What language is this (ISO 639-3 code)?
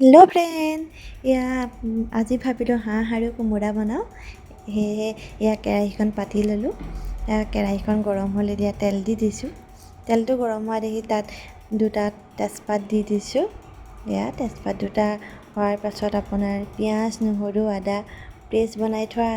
asm